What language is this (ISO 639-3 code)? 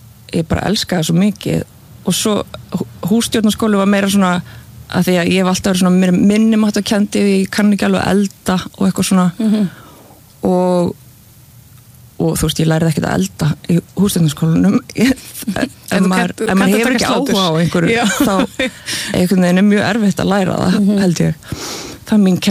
isl